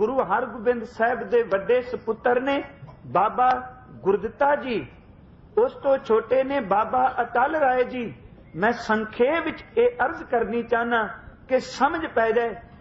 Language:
Punjabi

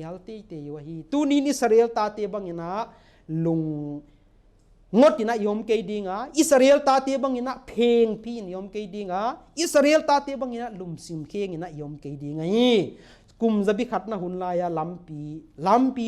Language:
Paite Chin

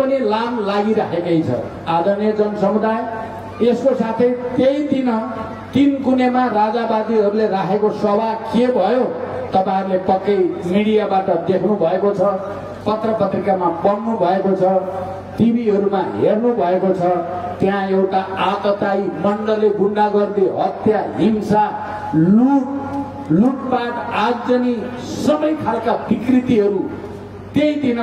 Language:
Nepali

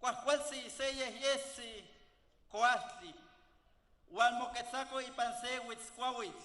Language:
Central Nahuatl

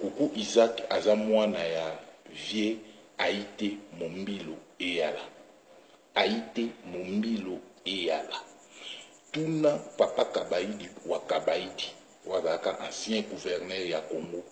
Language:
Lingala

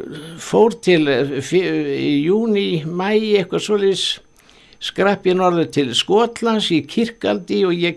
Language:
Icelandic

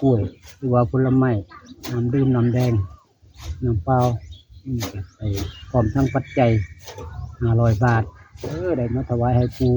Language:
Northeastern Thai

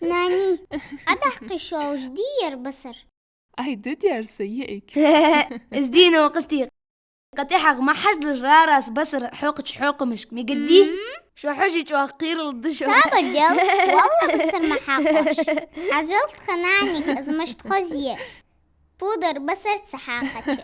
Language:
Ingush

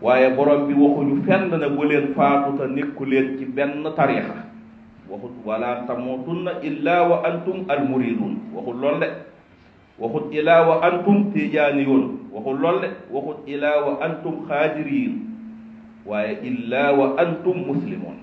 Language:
Wolof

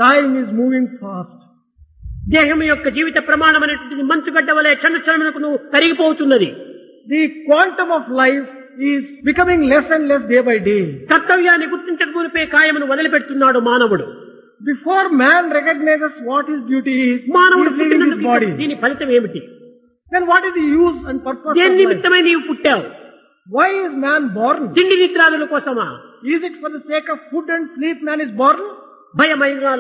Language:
Telugu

